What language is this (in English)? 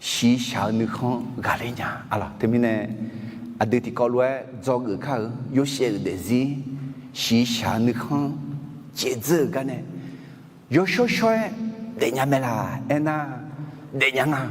Akha